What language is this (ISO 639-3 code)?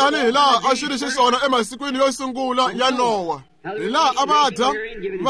tso